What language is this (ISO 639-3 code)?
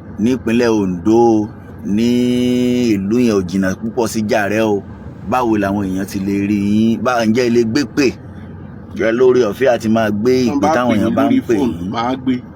yor